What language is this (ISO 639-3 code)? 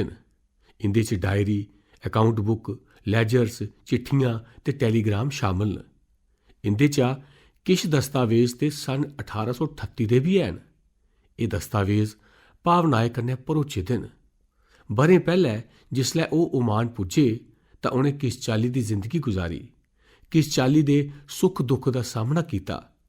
doi